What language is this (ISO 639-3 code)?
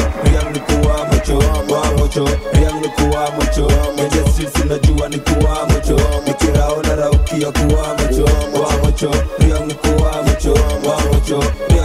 swa